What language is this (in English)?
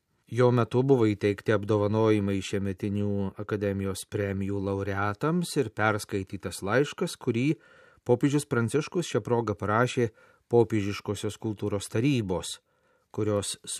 Lithuanian